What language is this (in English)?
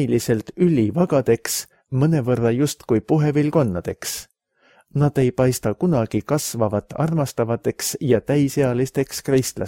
Estonian